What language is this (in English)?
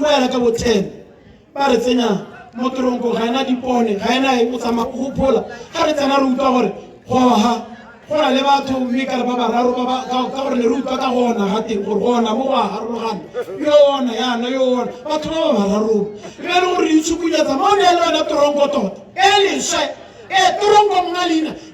Tswana